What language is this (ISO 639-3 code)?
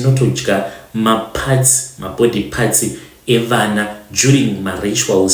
sna